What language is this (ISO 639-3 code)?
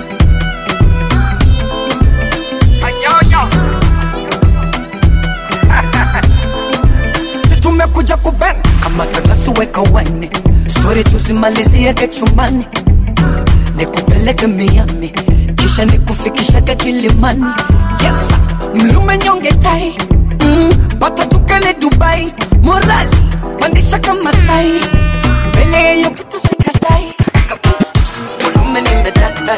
swa